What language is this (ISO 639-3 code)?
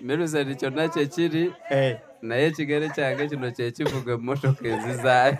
lug